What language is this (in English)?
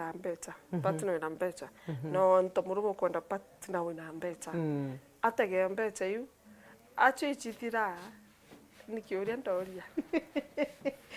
Meru